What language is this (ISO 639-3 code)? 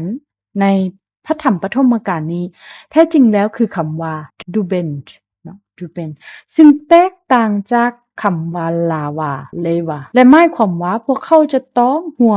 lao